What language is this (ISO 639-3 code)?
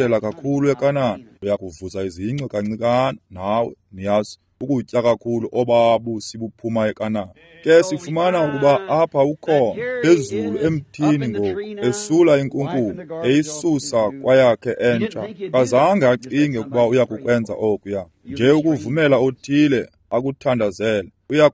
xho